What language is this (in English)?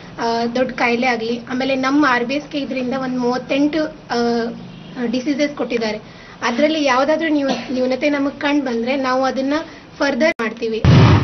Kannada